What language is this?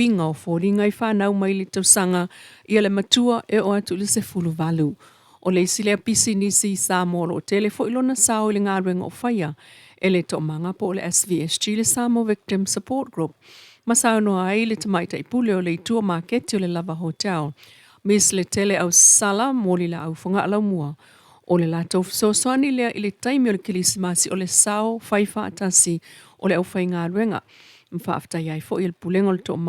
Samoan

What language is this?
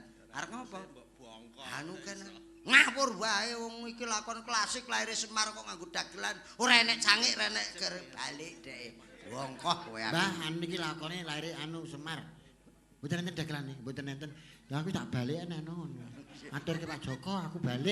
Javanese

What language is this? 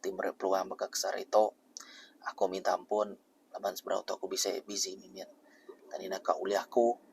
Iban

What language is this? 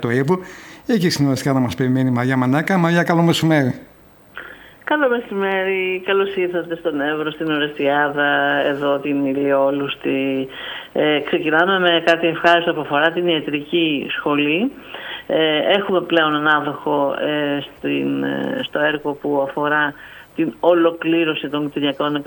Greek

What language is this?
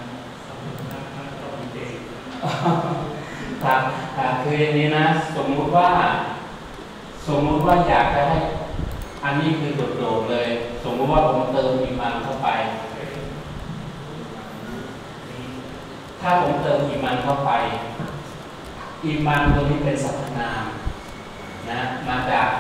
Thai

